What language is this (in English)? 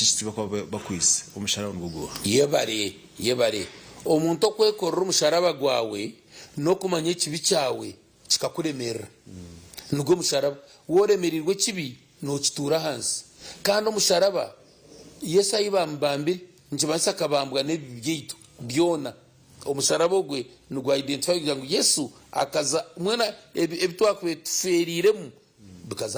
Nyankole